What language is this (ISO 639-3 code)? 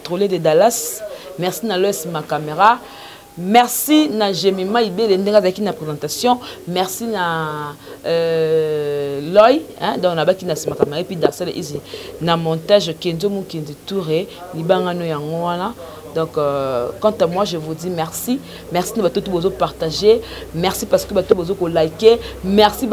lin